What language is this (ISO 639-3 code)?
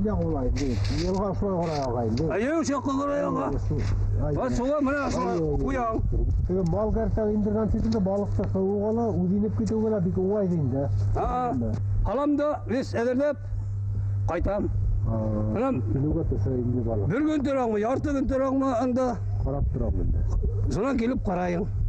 bak